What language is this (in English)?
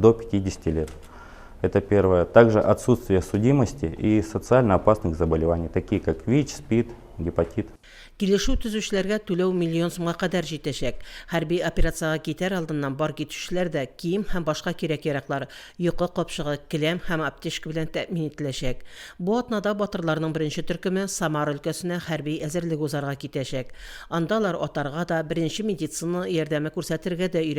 Tatar